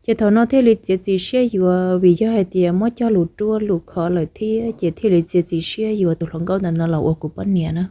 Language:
Hmong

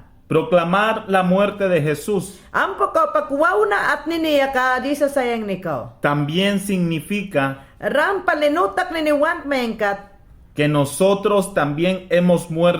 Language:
Mayangna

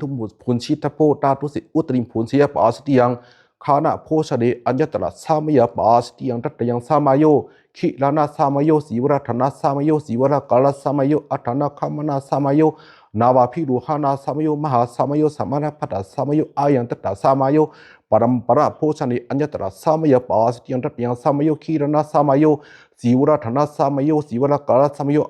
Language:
Pali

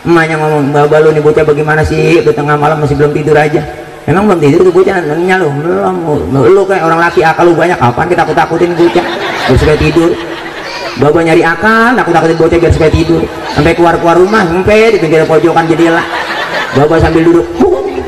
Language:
Betawi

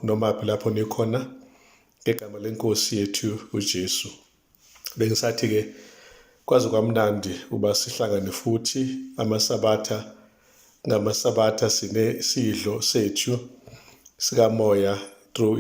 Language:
Zulu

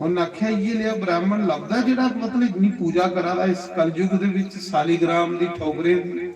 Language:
Dogri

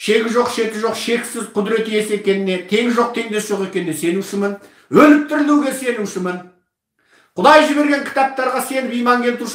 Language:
Kazakh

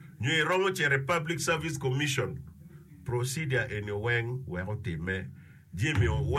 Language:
Acoli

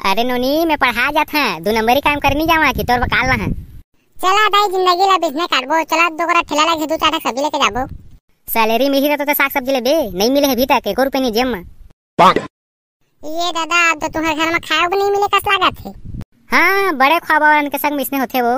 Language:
Chhattisgarhi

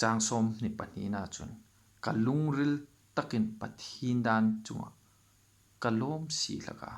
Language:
Hmar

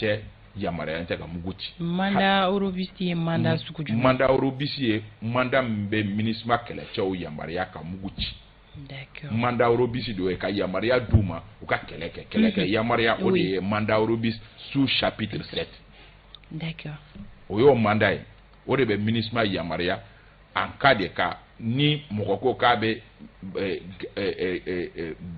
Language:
Bambara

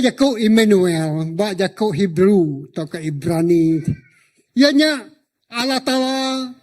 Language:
Iban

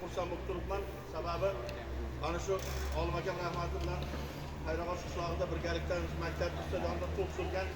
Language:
Uzbek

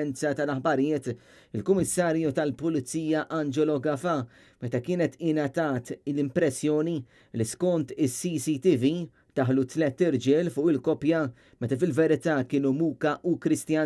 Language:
Maltese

